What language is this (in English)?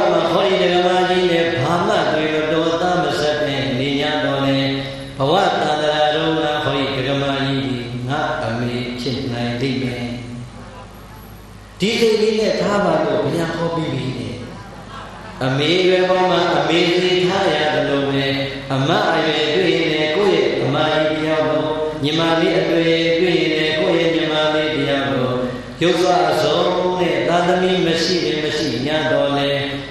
Burmese